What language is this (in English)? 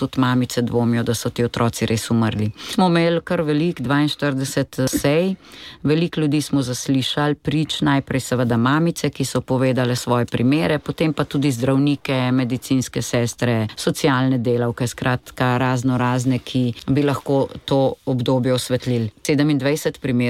Slovenian